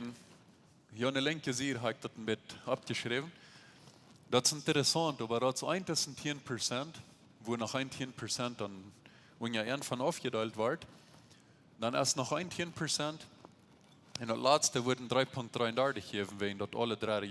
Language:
Plautdietsch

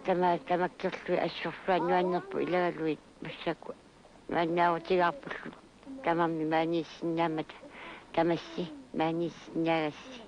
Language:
Kalaallisut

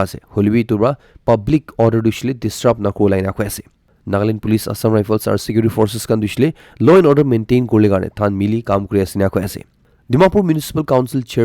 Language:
Naga Pidgin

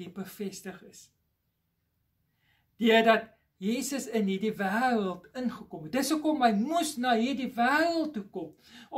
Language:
Afrikaans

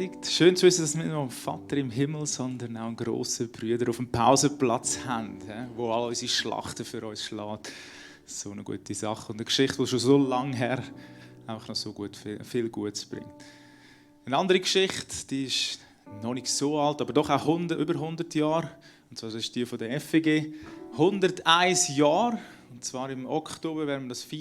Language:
Swiss German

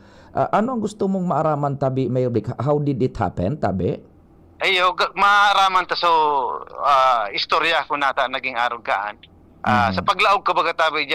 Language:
Bikol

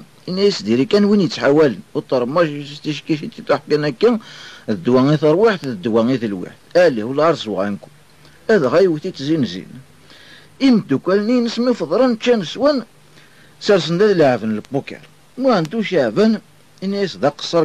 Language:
Kabyle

